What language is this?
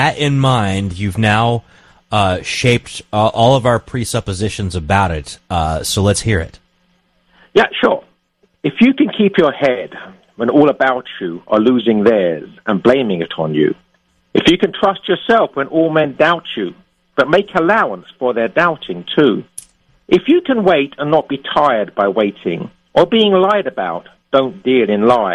English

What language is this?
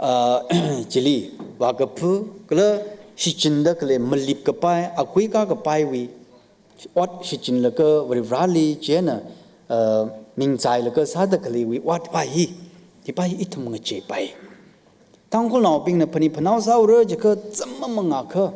Tangkhul Naga (India)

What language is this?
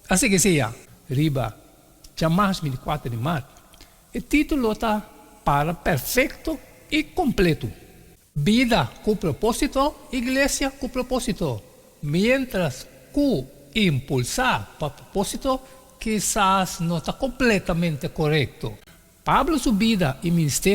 Papiamento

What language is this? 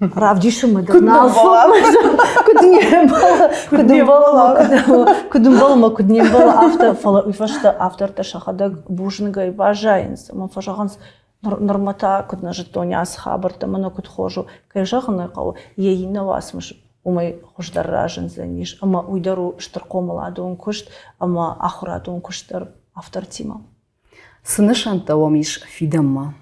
Ossetic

